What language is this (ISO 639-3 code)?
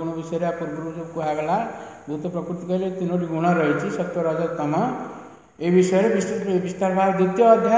ori